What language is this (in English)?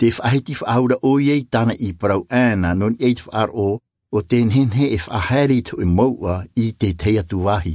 Tahitian